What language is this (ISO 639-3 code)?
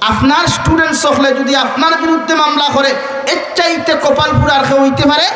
syl